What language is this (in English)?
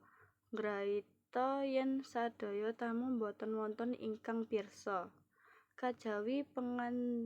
Javanese